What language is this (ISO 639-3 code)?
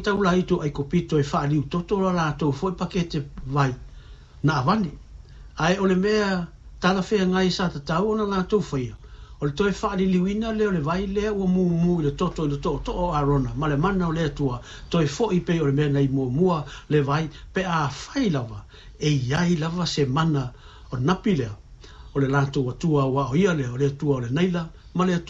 smo